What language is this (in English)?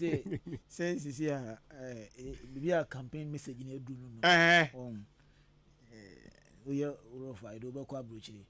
Akan